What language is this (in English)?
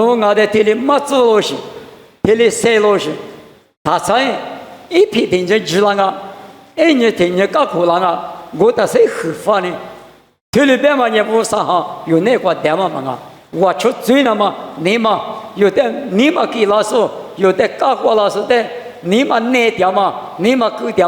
Lisu